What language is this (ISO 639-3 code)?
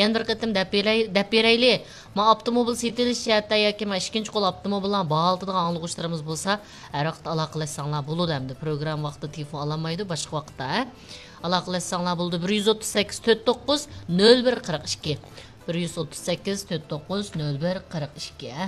uig